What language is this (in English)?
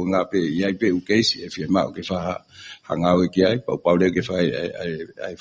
Tongan